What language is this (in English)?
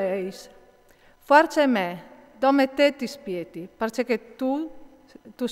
Friulian